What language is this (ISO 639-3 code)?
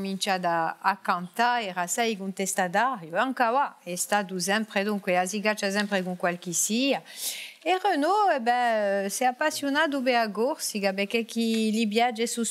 cos